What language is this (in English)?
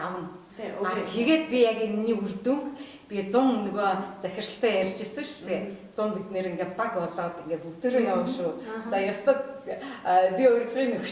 Mongolian